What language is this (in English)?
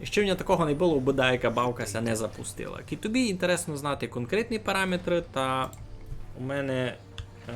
Rusyn